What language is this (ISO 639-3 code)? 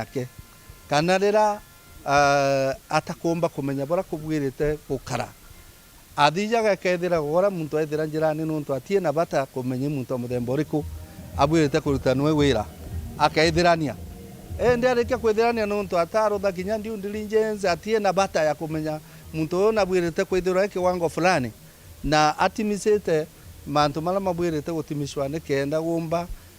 mer